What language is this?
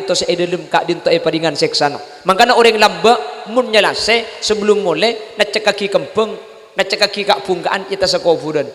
Madurese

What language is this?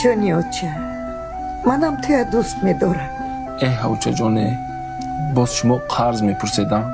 Tajik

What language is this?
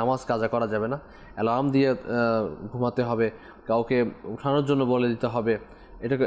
Bangla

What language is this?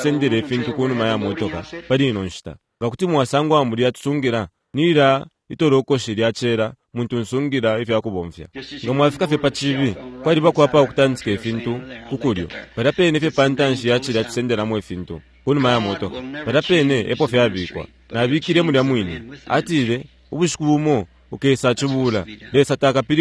Bemba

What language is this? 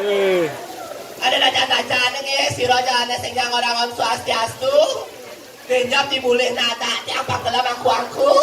Balinese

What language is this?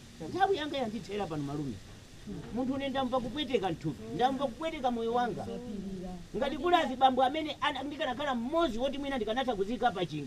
Nyanja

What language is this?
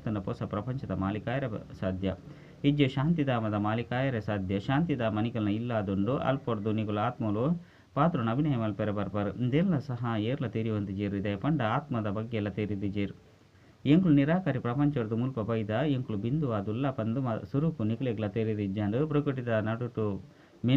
Tulu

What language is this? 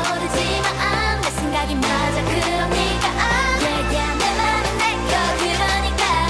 Korean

